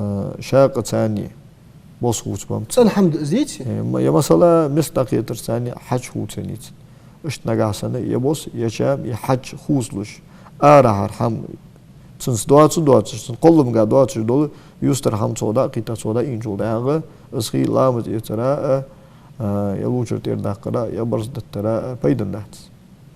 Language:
Ingush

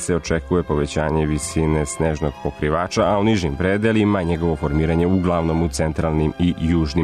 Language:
Serbian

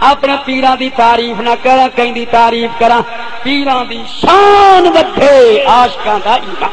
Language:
Saraiki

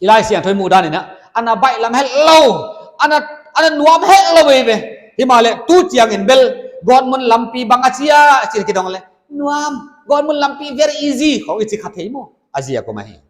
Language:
Paite Chin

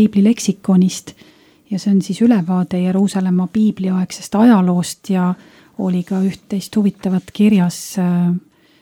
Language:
Estonian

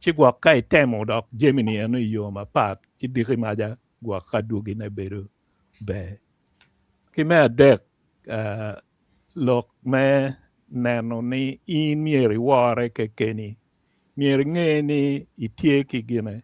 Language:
Acoli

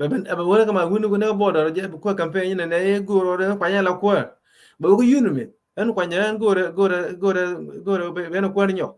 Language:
Nuer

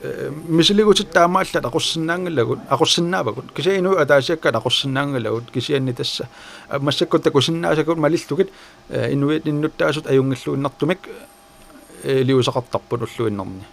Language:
Kalaallisut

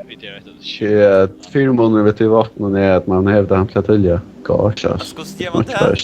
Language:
Faroese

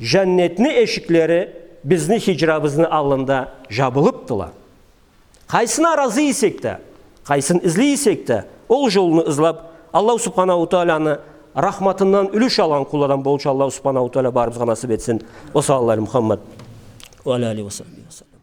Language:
Karachay-Balkar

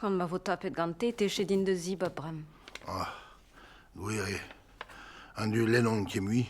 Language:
Breton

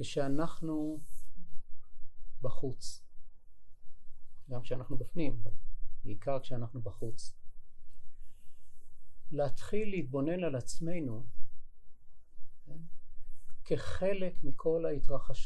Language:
Hebrew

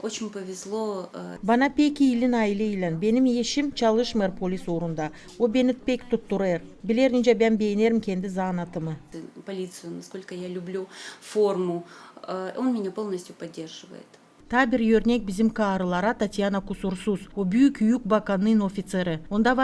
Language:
Gagauz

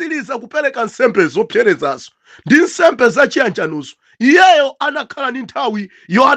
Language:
Nyanja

